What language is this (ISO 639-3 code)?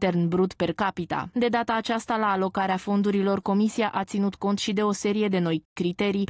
ron